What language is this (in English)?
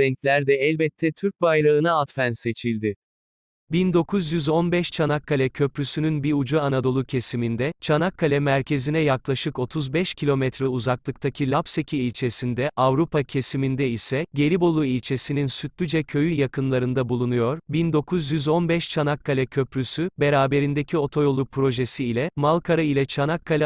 Turkish